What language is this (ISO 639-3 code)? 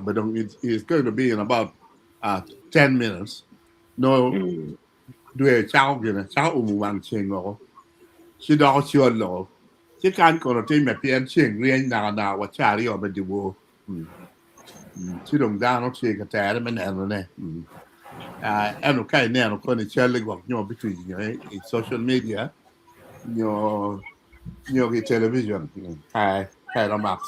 ach